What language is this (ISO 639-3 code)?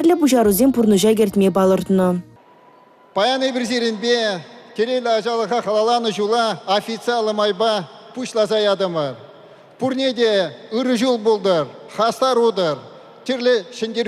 chv